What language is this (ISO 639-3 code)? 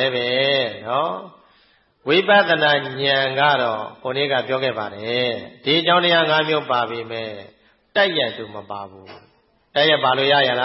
mya